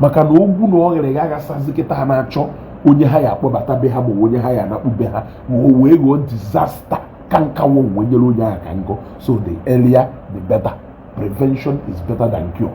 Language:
Igbo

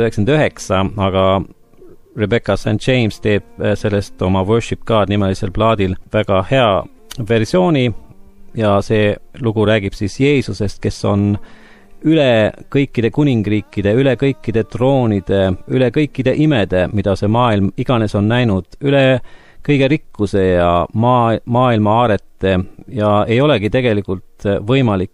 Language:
Estonian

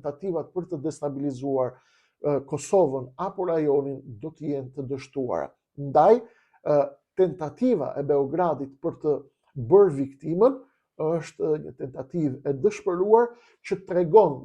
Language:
Albanian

